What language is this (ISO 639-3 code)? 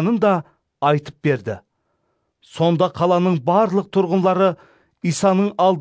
kaa